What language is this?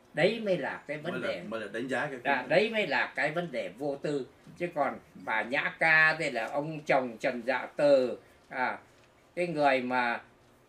Vietnamese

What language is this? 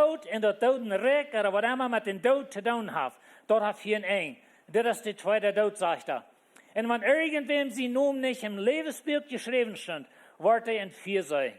Plautdietsch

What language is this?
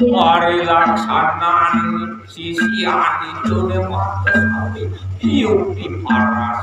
Balinese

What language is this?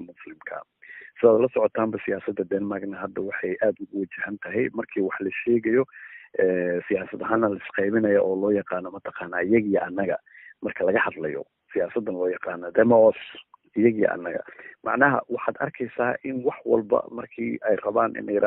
Somali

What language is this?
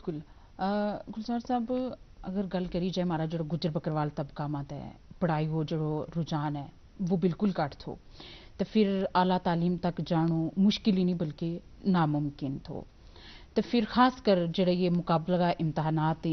Gujari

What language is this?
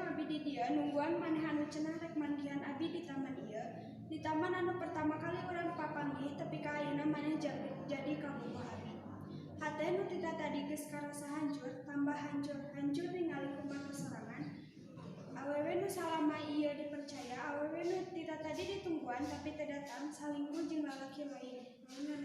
Sundanese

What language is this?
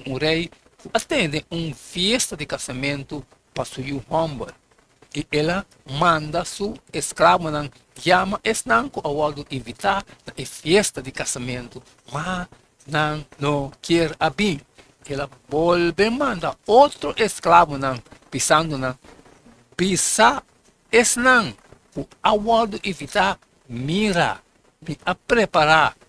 Papiamento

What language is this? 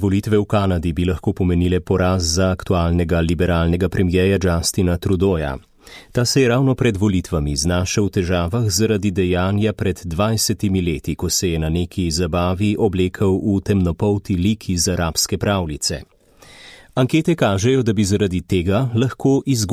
Slovenian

